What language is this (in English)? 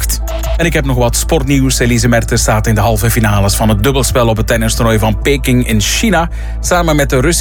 Dutch